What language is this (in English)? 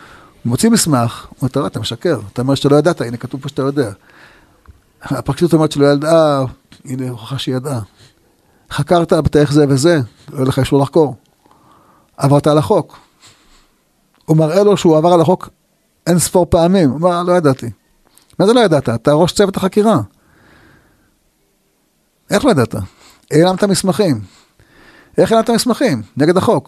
Hebrew